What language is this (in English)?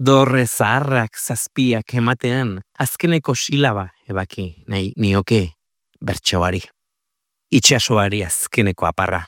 Basque